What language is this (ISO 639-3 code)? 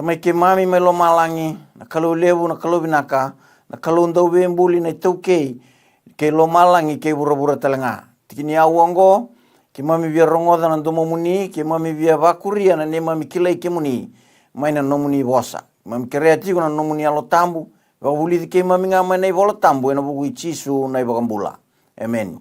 fij